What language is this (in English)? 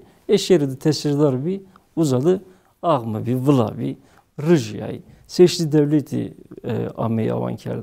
Zaza